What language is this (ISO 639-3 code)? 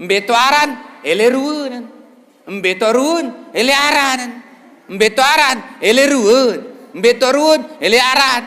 sas